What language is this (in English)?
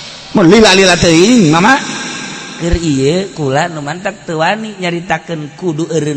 Sundanese